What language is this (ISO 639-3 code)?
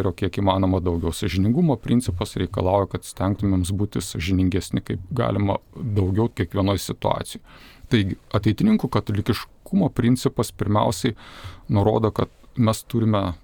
lit